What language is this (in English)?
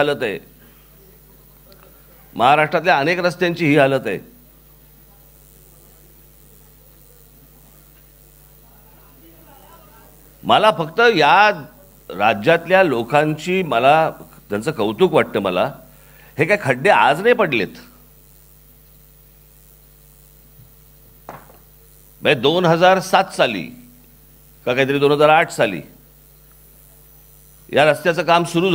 Marathi